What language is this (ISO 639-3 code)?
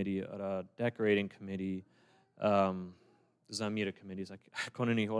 pdt